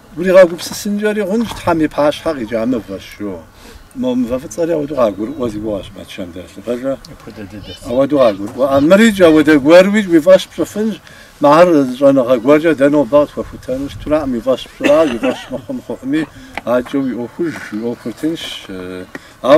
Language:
Kabardian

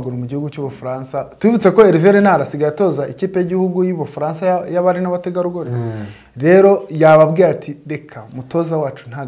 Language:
Kinyarwanda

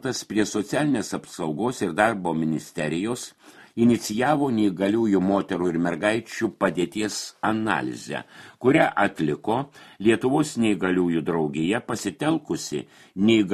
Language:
Lithuanian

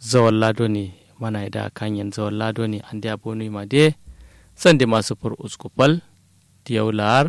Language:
Kanuri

